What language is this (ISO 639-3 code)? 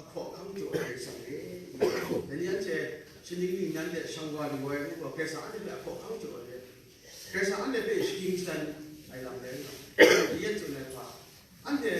kac